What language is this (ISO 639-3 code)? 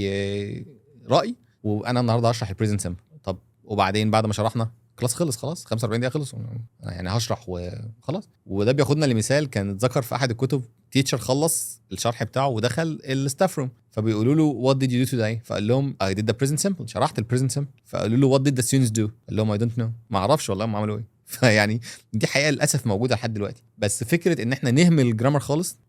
arz